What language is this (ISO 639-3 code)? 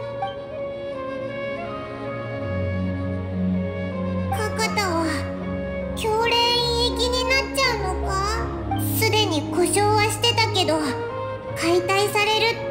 jpn